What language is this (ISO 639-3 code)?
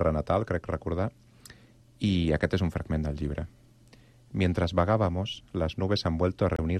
cat